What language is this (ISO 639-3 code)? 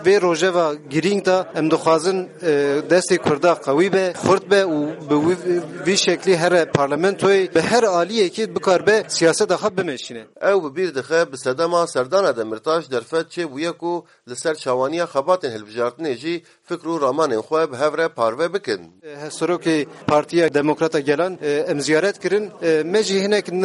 kur